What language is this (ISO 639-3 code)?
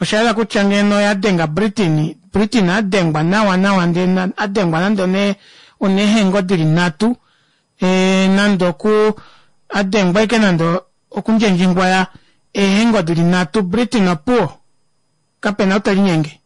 kua